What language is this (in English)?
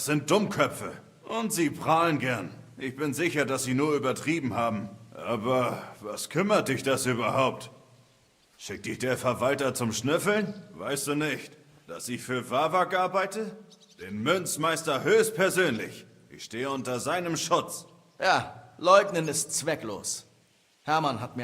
Bavarian